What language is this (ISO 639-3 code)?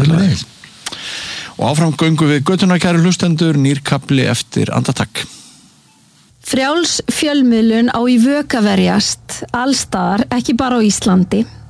isl